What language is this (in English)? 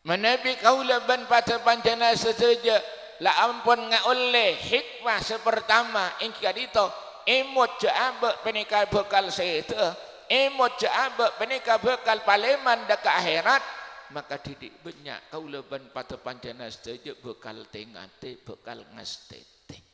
Madurese